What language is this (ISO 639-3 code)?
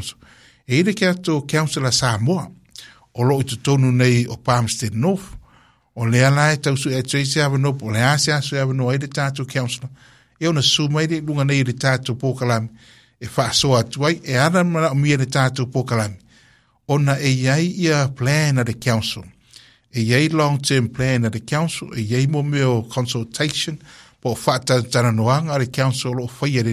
smo